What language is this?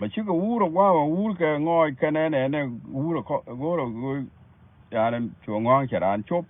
Nuer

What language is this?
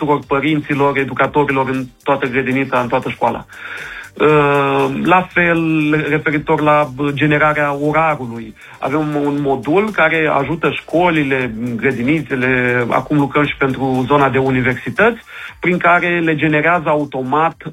Romanian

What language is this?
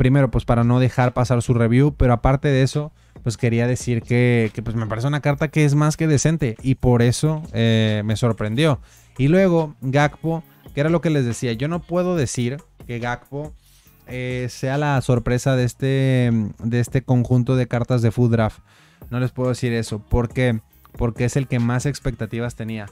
Spanish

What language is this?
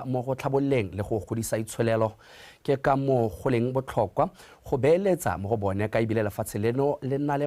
Tswana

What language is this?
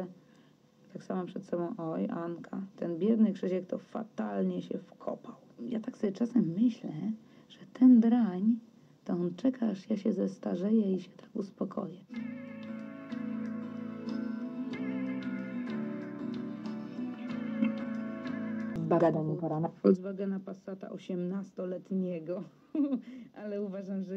Polish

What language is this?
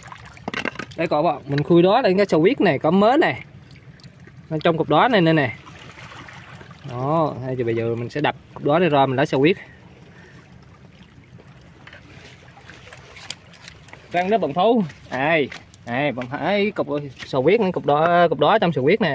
Vietnamese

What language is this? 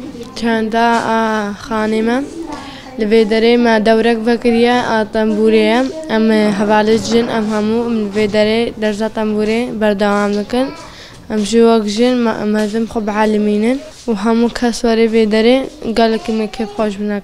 Kurdish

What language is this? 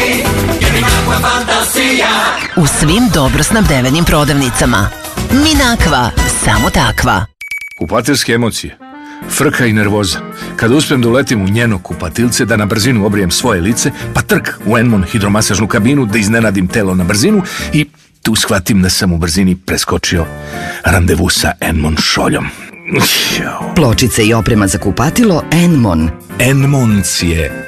Serbian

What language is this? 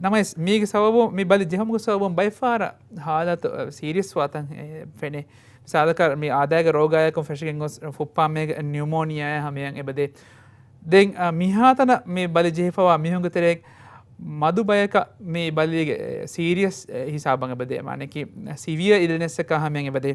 Divehi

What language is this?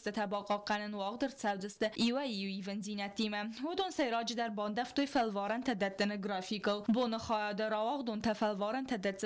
Ossetic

